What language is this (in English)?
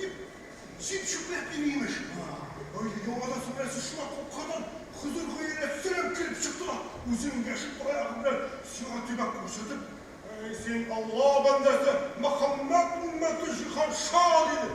Tatar